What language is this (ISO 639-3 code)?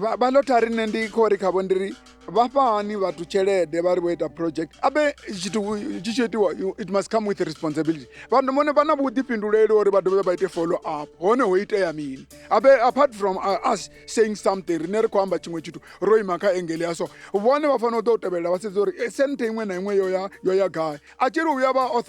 ven